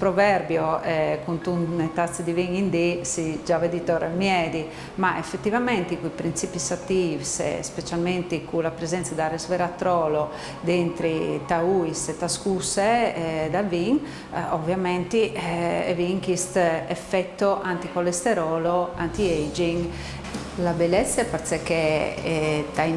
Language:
Friulian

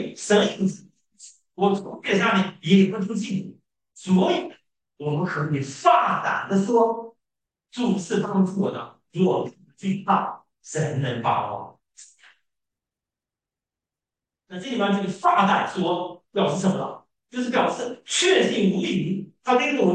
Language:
Chinese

